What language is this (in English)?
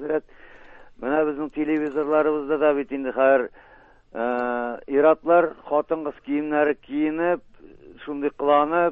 Tatar